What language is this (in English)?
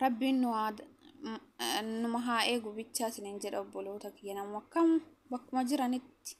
Oromo